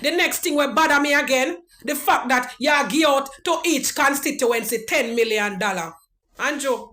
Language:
Jamaican Creole English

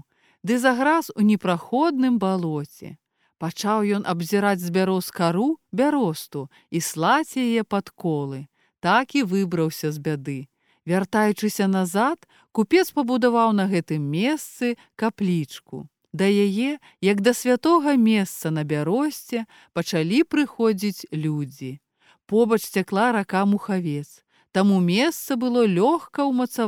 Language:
Belarusian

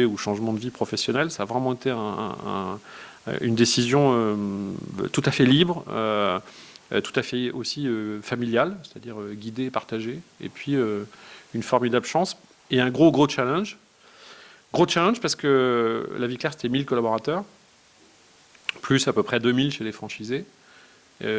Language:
French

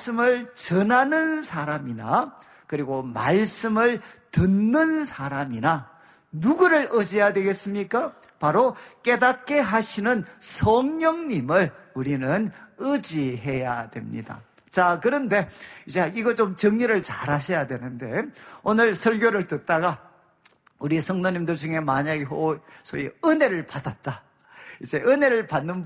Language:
Korean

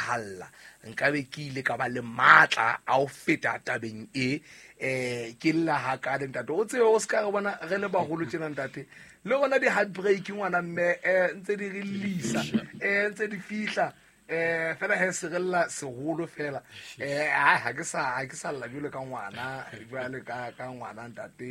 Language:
Southern Sotho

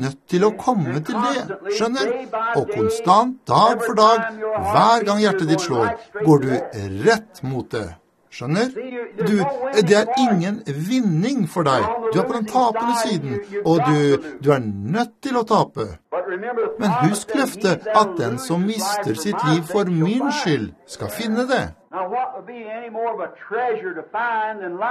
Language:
Norwegian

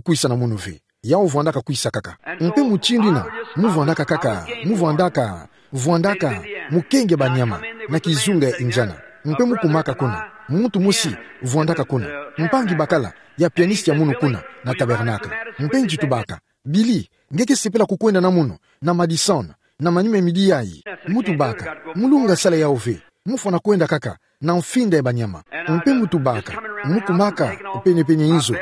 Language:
Kituba (Democratic Republic of Congo)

